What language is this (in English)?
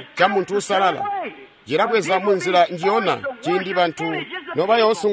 Tonga (Zambia)